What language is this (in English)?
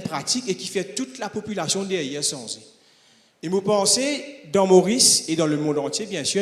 Morisyen